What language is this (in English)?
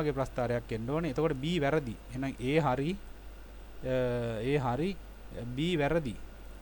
Sinhala